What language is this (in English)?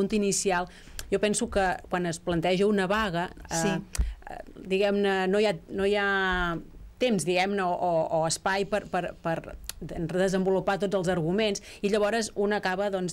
Catalan